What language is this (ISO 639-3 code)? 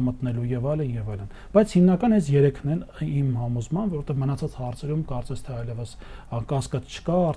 hye